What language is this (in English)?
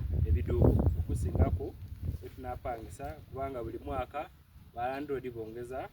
Soga